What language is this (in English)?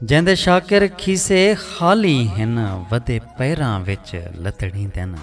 Saraiki